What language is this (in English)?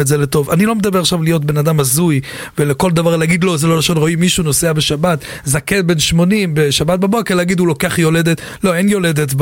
Hebrew